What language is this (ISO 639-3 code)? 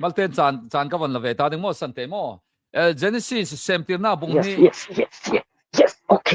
cnh